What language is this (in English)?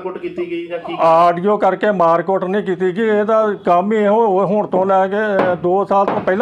Punjabi